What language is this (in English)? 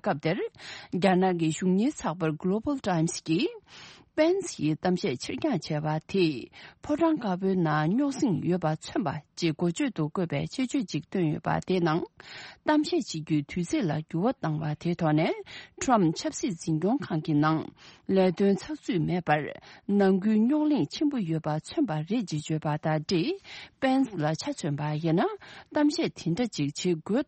Tibetan